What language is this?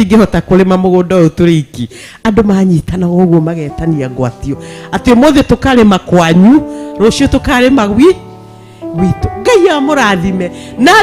Kikuyu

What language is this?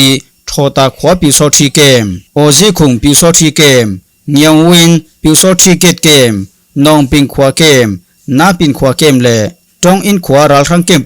Falam Chin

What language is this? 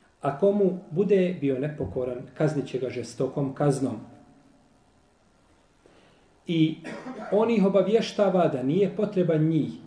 Bosnian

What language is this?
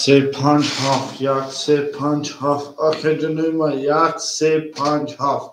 Tajik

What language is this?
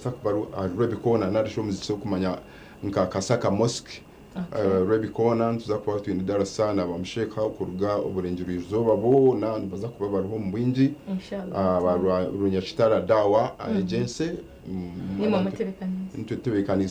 Nyankole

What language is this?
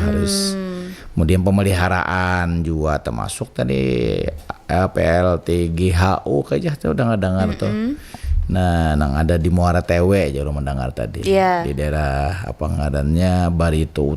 Banjar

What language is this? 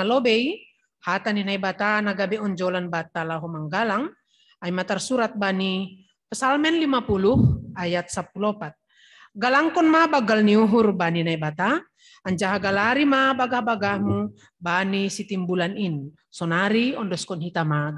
Batak Simalungun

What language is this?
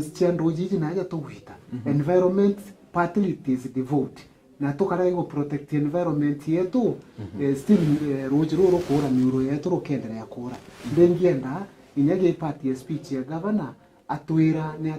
Meru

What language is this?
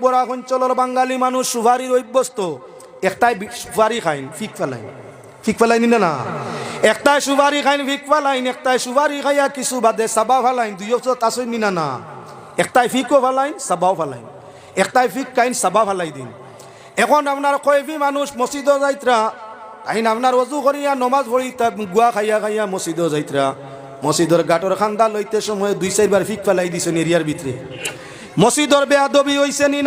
Sylheti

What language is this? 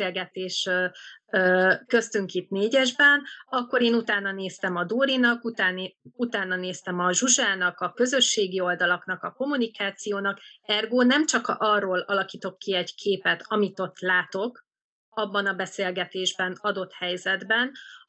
Hungarian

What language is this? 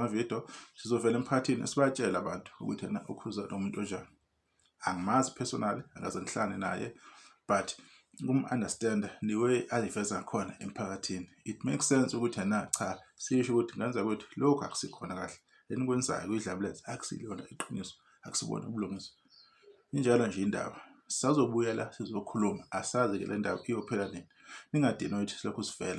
Zulu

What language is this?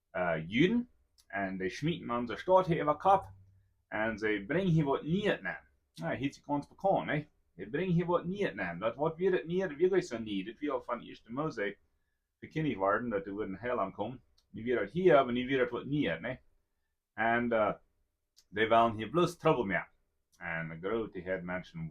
Plautdietsch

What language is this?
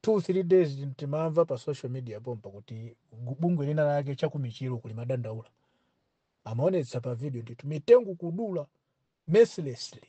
Nyanja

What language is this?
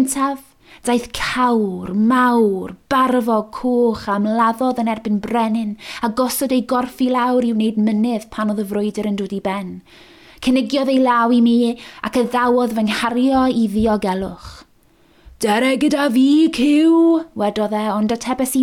Welsh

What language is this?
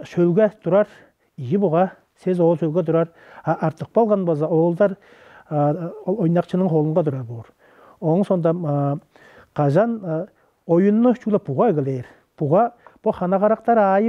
Tuvinian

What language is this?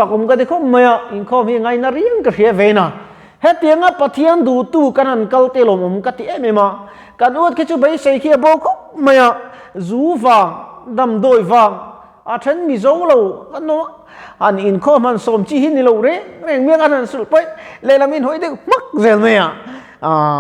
Mizo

